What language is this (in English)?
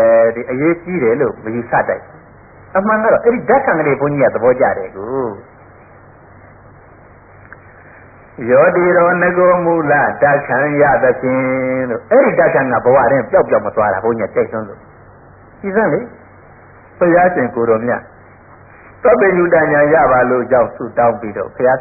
Burmese